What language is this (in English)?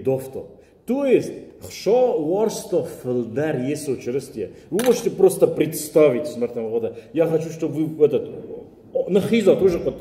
Ossetic